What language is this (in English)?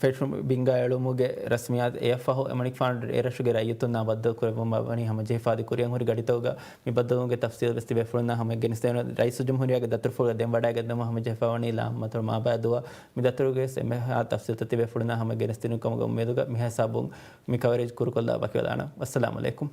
Divehi